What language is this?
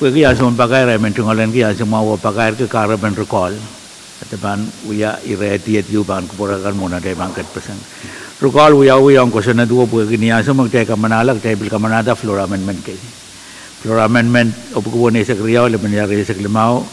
Pohnpeian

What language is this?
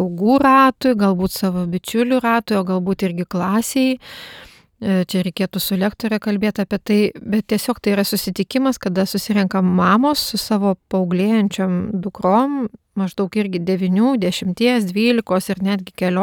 Lithuanian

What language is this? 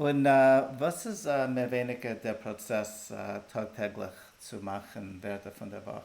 Yiddish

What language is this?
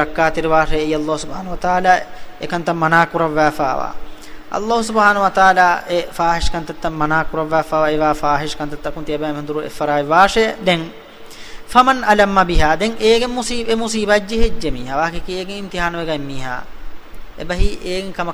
Divehi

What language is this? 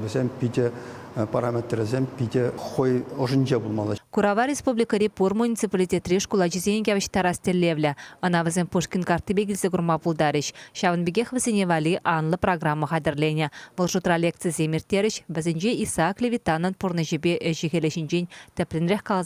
Chuvash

